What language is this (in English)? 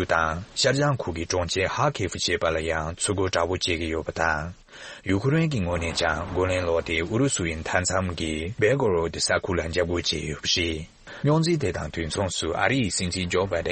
Tibetan